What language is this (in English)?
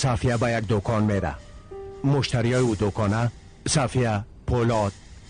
Persian